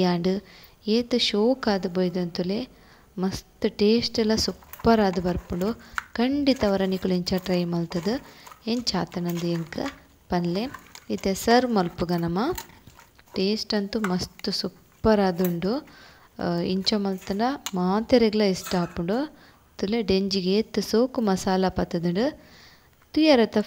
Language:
Tulu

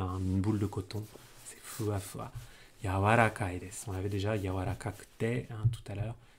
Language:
French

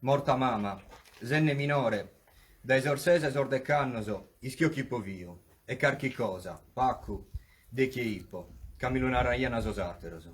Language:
Sardinian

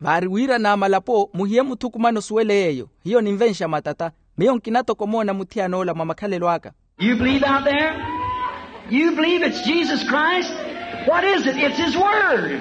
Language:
Makhuwa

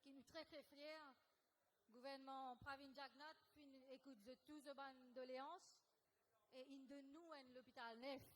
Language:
Morisyen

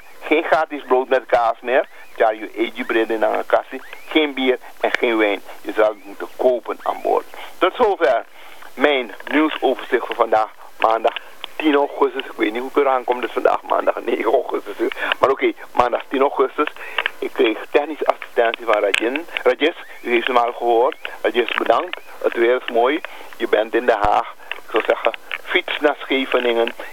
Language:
Dutch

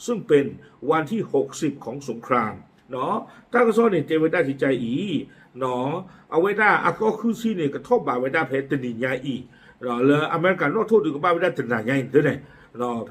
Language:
S'gaw Karen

